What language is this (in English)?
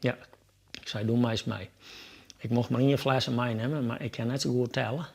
Western Frisian